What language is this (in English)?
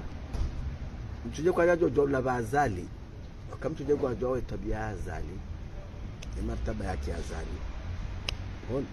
Swahili